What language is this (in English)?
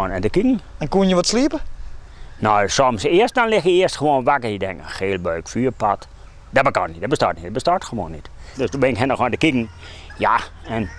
Western Frisian